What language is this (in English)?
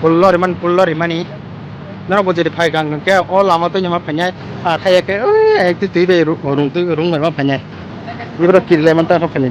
Kok Borok